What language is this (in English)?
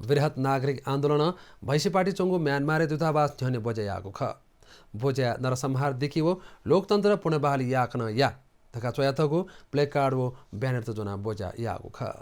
Newari